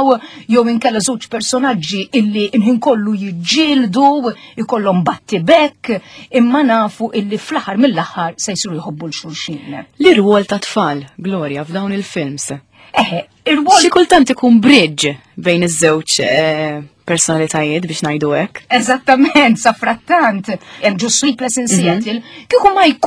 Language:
Maltese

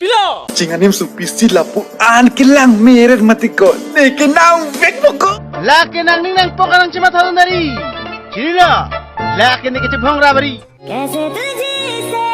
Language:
Karbi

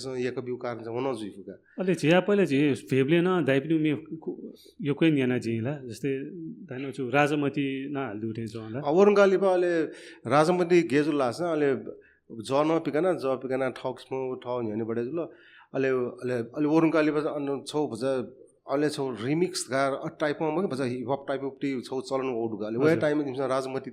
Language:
Newari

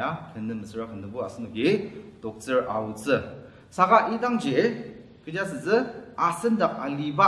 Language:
Ao Naga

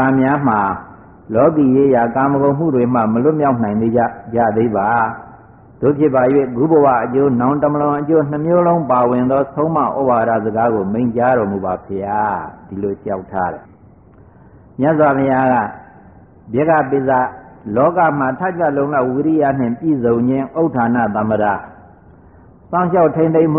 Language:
Burmese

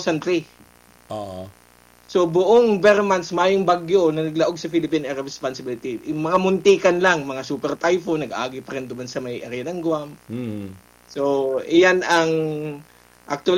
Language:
Bikol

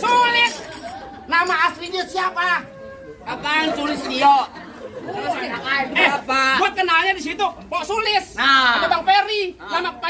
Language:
Betawi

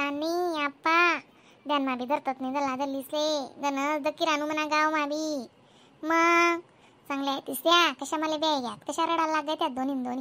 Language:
Khandesi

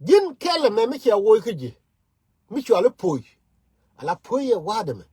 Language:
Nuer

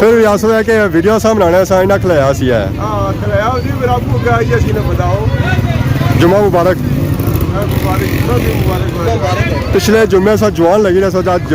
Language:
Pahari-Potwari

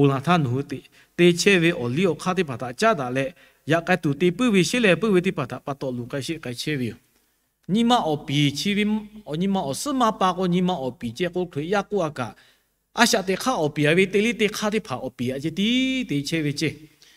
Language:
Lahu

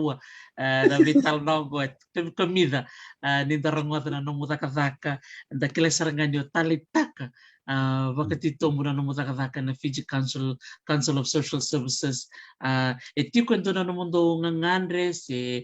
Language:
Fijian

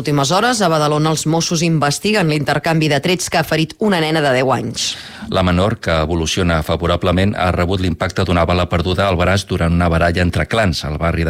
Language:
Catalan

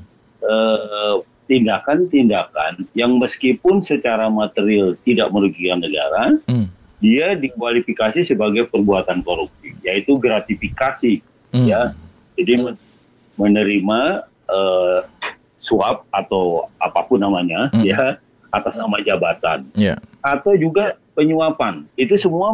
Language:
Indonesian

